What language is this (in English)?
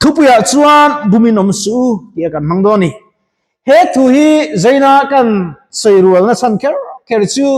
Mizo